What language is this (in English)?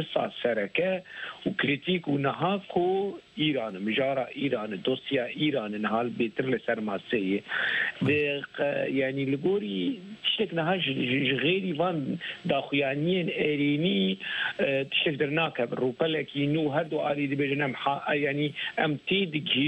Kurdish